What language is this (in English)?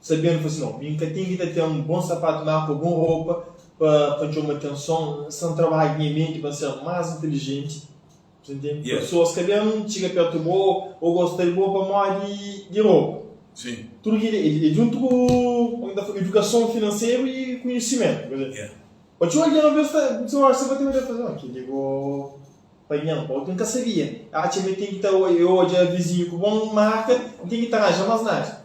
Kabuverdianu